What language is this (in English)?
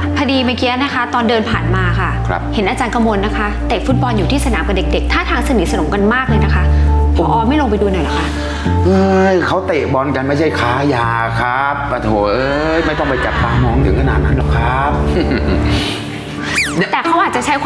Thai